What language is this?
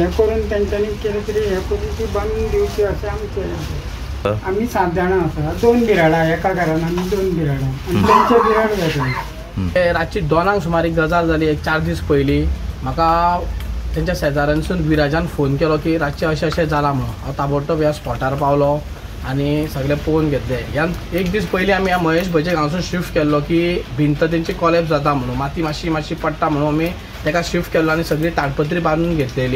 Konkani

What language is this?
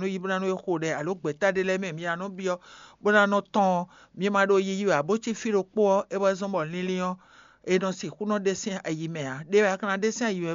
Fon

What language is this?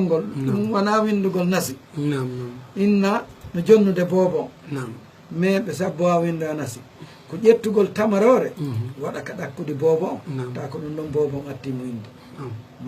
Fula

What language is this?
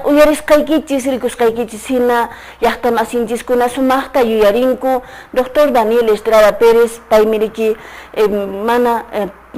Quechua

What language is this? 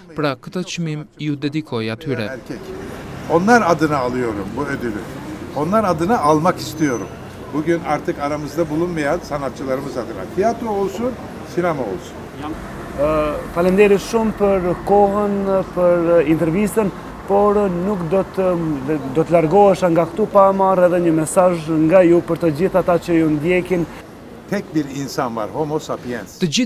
Albanian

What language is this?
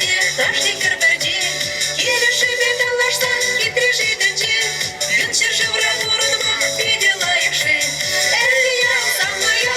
Chuvash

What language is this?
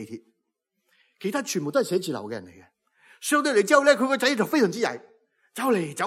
Cantonese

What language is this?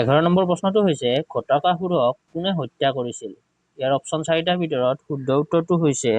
Assamese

